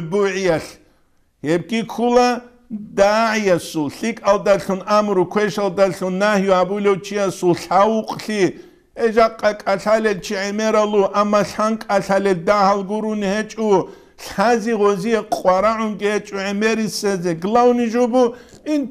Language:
Avaric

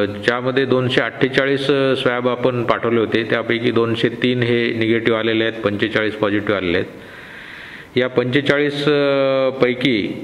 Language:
Marathi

